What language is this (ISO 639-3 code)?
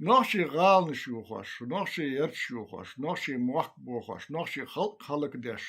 che